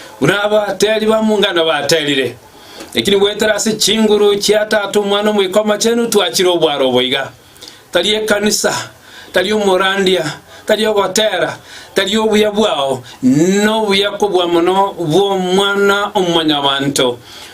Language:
Gusii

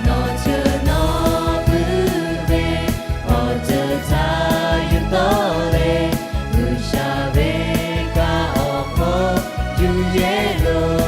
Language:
Lahu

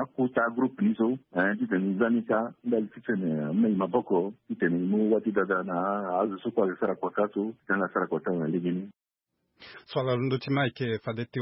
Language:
Sango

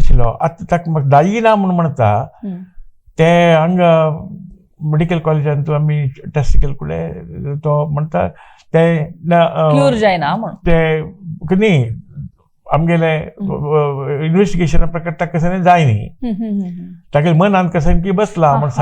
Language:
Konkani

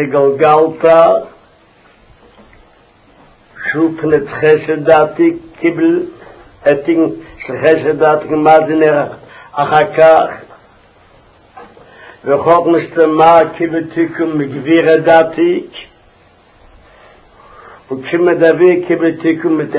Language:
Hebrew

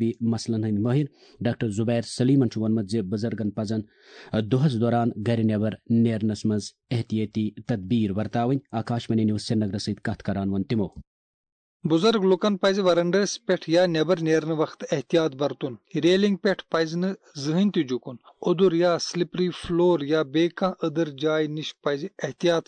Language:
Kashmiri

